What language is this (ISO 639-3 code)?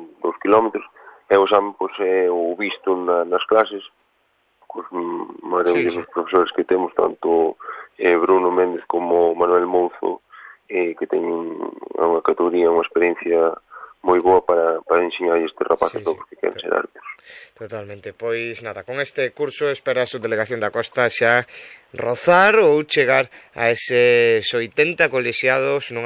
glg